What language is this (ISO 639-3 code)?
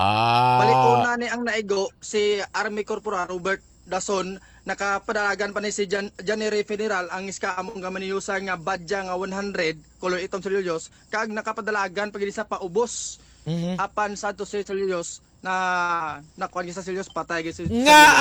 hil